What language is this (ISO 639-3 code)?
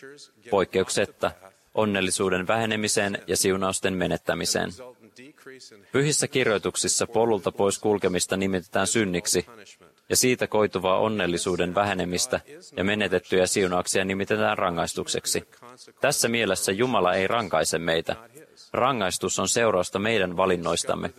fin